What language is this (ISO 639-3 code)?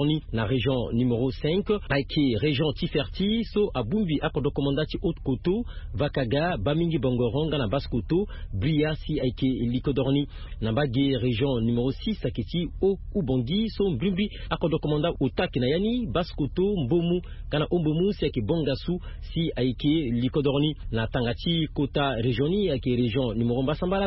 sag